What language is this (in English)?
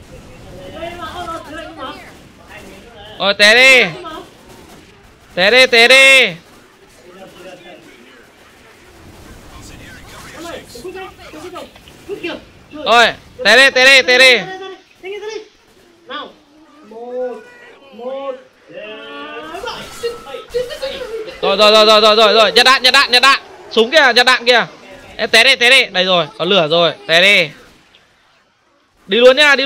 Vietnamese